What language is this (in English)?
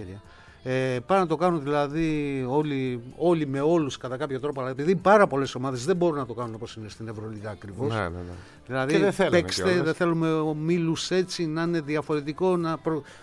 Greek